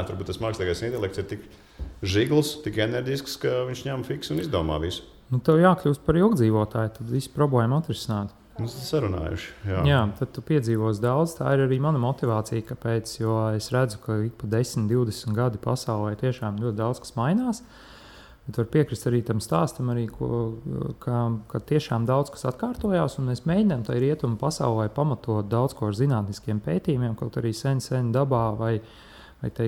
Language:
Latvian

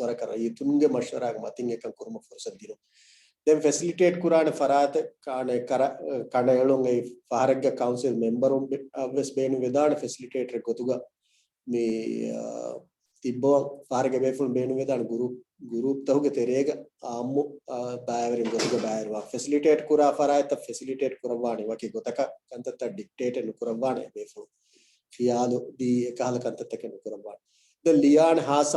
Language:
Divehi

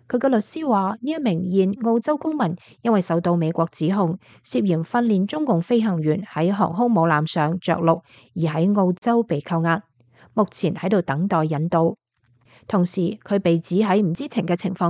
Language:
Cantonese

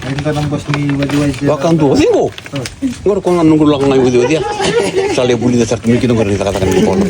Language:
Fijian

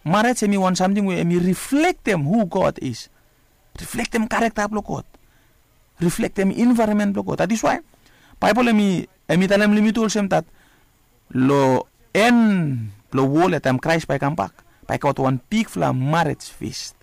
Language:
Bislama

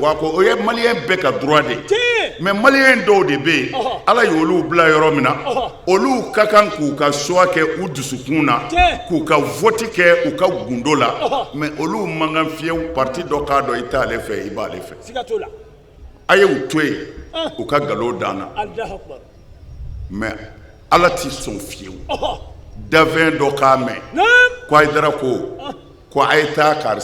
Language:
Bambara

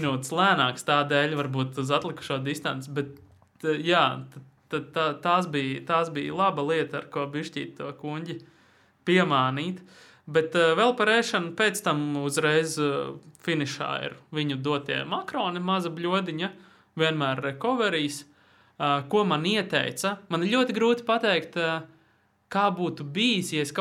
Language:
Latvian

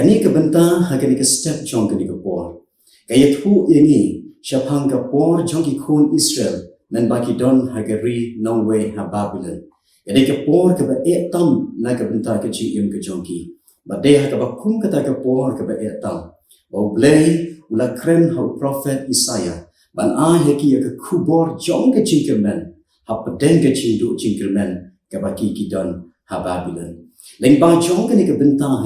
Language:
Khasi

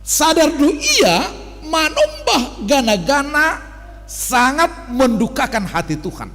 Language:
Batak Simalungun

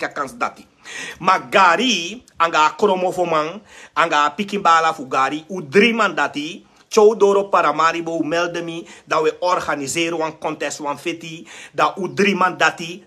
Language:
Sranan Tongo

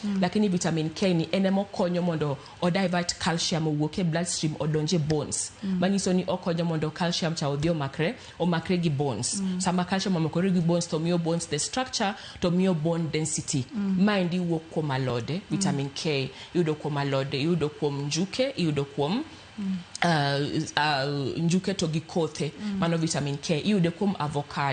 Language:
Luo (Kenya and Tanzania)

